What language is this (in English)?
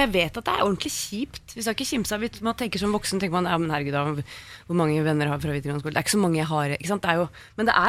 Norwegian